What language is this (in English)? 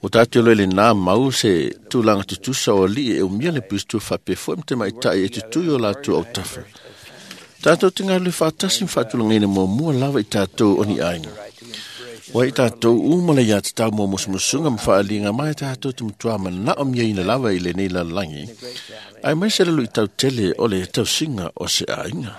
Samoan